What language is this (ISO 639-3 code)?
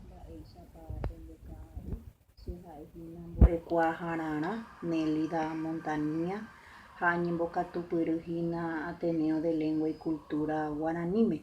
grn